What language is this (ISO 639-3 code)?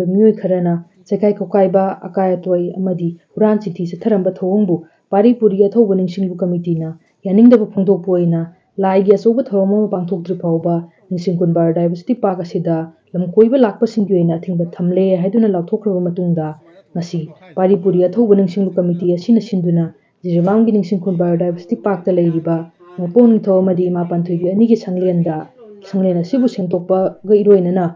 mni